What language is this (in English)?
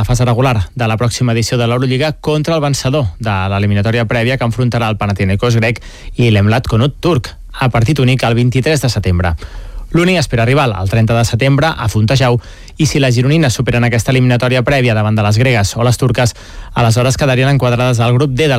Catalan